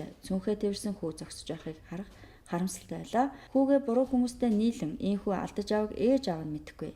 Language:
Mongolian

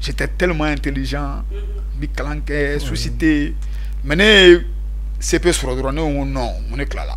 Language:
Bambara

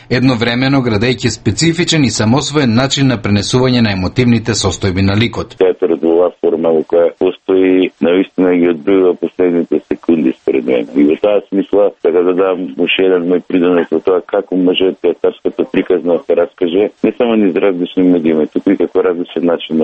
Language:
Macedonian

